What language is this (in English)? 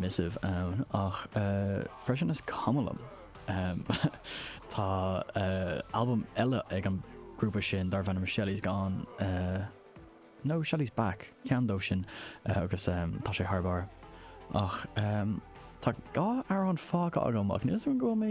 Irish